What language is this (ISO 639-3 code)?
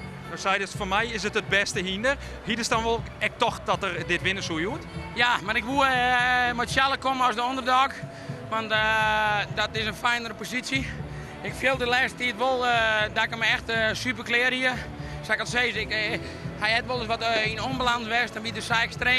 fry